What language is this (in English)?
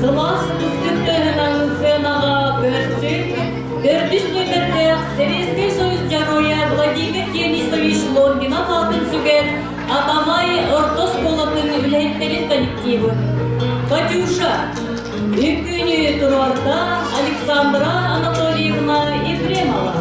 Yakut